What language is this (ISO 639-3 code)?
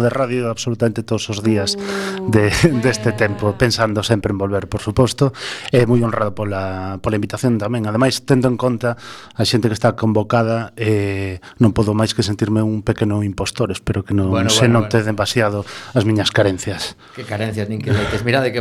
glg